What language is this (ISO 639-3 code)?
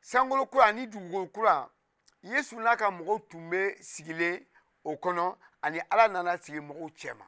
bam